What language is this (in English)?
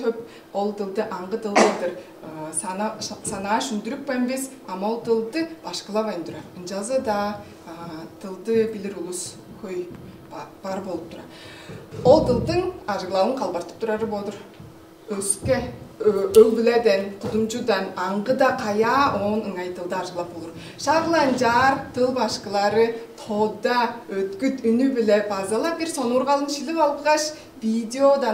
Tuvinian